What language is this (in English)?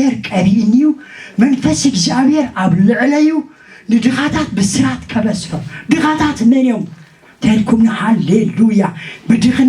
Tigrinya